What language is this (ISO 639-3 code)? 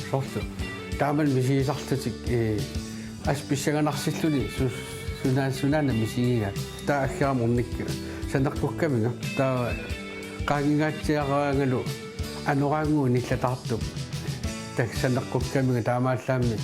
kal